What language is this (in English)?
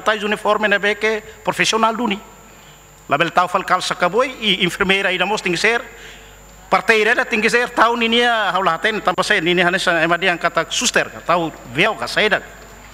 Tetum